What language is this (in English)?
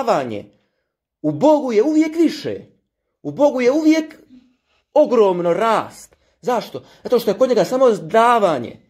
Croatian